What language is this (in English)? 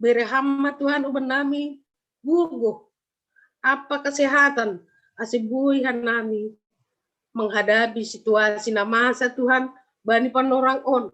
Batak Simalungun